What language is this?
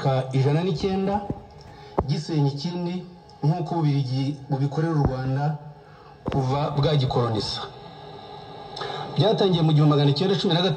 Kinyarwanda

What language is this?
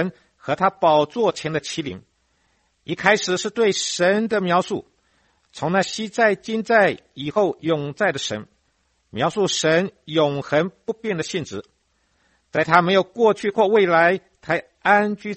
Chinese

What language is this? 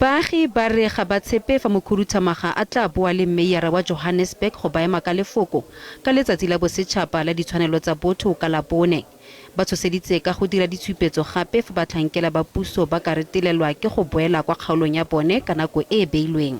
Tswana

